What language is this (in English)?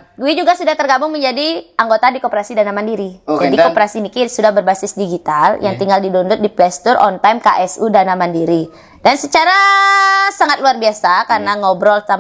Balinese